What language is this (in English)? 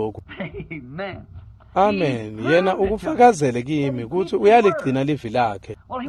Swati